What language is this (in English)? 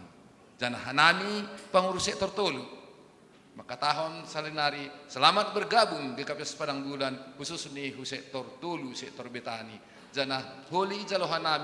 Batak Simalungun